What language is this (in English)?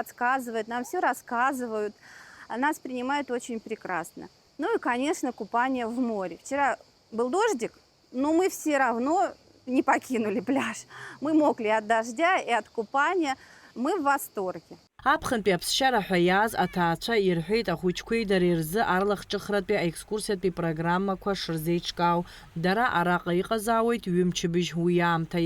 Abkhazian